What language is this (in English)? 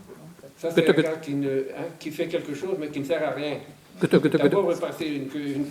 Breton